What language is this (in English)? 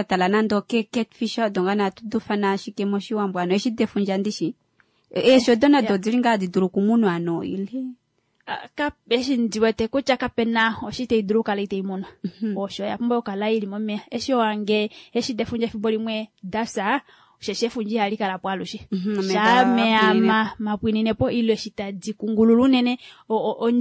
Kuanyama